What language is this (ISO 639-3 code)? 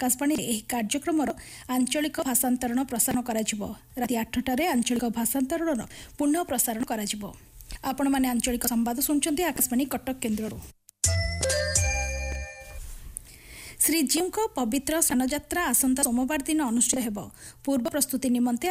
ori